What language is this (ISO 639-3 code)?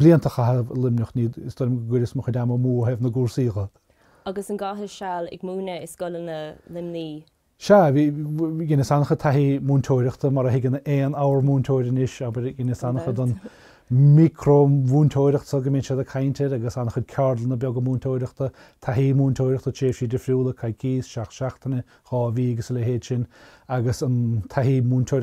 gle